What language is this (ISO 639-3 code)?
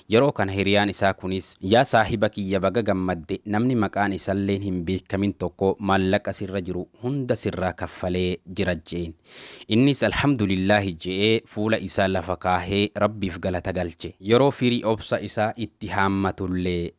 orm